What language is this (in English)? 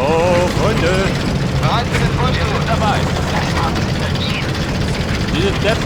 Bavarian